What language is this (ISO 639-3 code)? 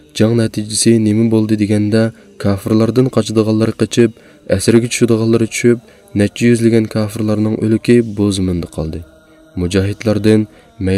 uig